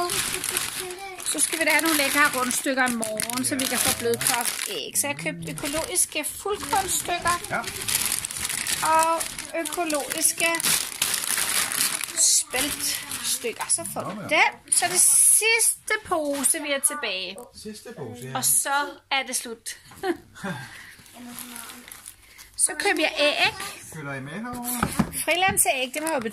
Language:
Danish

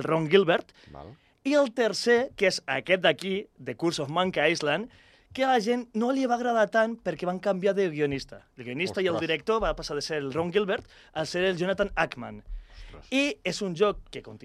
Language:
Catalan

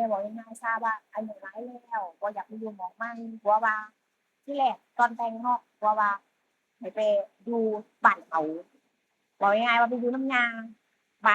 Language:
Northeastern Thai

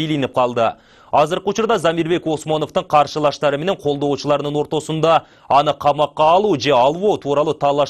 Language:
Kyrgyz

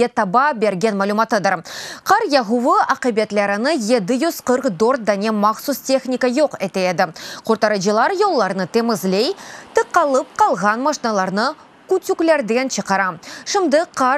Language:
Crimean Tatar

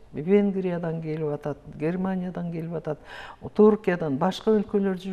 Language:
Kyrgyz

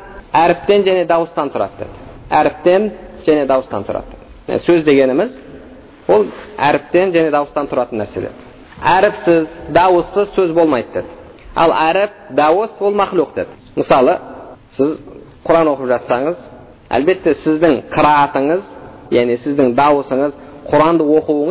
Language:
Kazakh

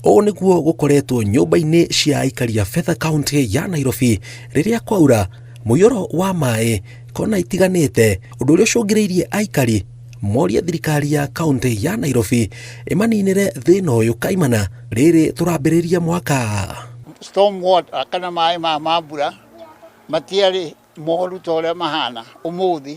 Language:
Kikuyu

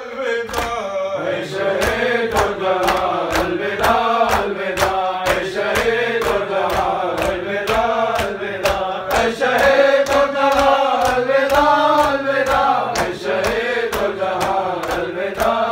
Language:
Urdu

